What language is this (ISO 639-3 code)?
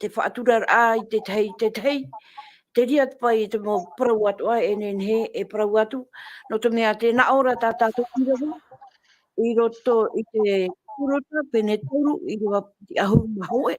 tah